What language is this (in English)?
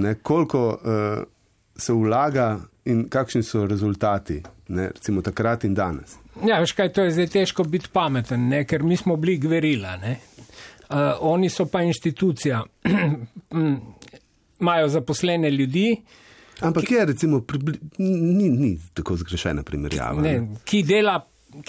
Slovenian